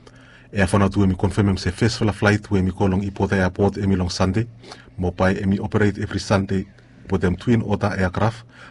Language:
Bislama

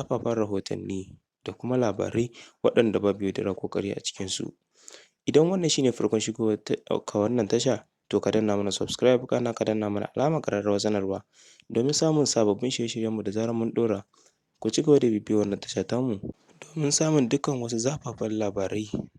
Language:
Hausa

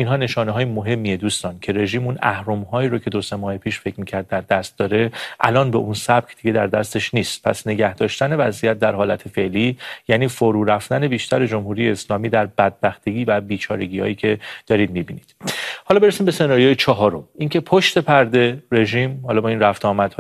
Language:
Persian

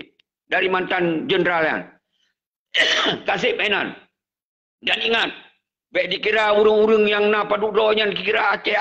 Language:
Achinese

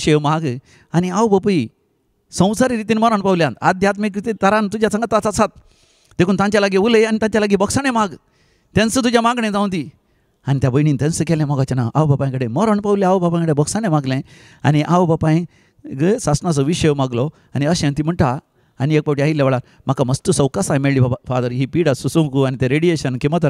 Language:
Konkani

